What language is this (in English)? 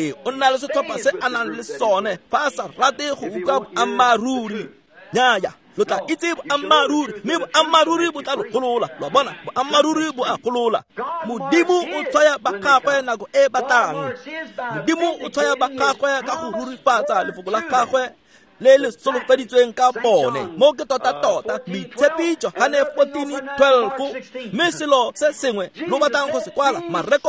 Tswana